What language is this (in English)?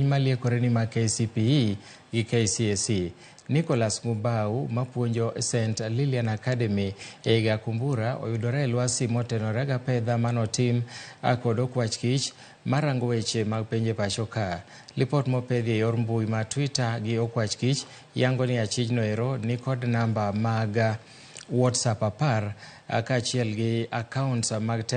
Luo (Kenya and Tanzania)